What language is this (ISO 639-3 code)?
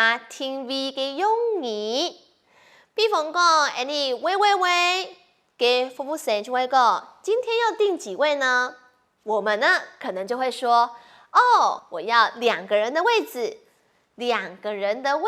hak